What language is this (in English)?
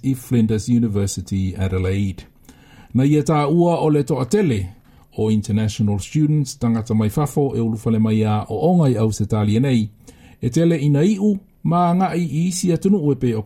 Samoan